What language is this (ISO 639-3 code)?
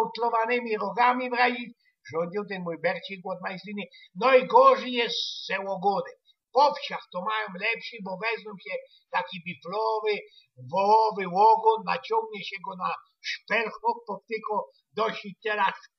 szl